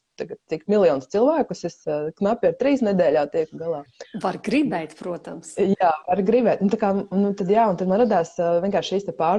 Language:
Latvian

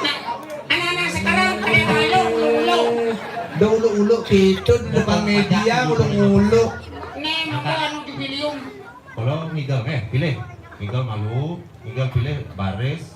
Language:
Balinese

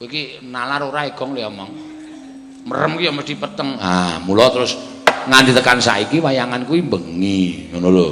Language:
Javanese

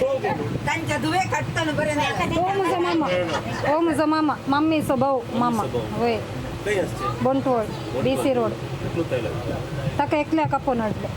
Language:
Konkani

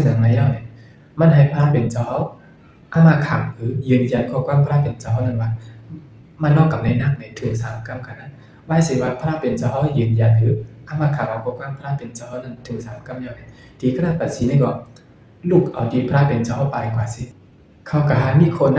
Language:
Shan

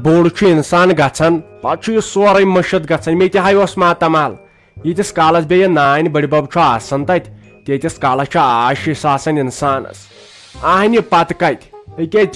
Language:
Kashmiri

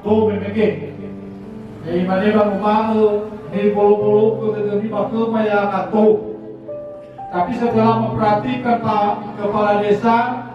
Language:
Nias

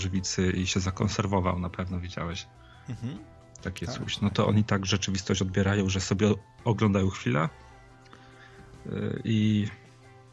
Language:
Polish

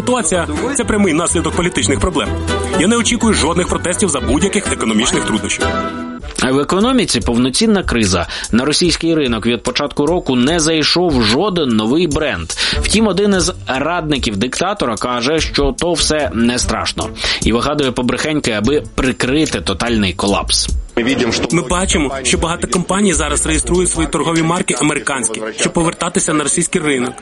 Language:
Ukrainian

